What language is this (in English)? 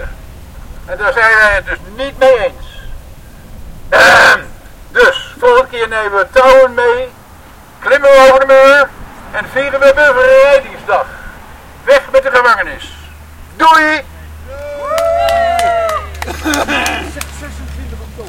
Dutch